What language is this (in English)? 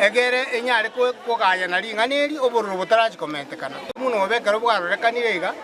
Gusii